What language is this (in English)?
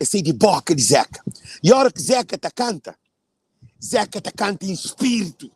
Kabuverdianu